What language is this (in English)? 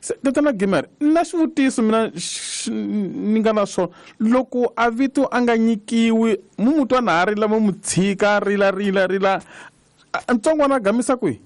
Tsonga